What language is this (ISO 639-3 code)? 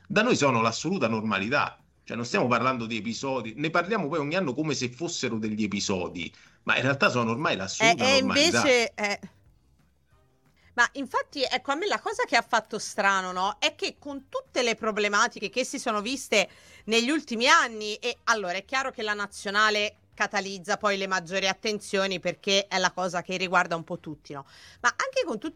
ita